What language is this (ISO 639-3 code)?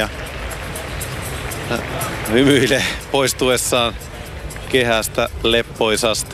fin